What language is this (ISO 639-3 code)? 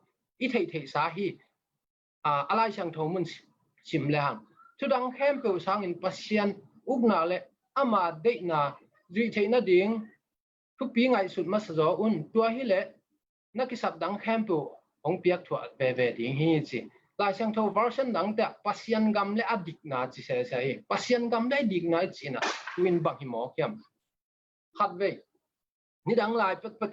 ctd